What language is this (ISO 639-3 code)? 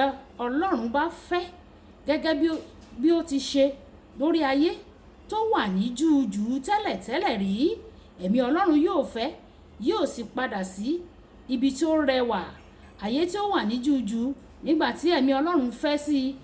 yor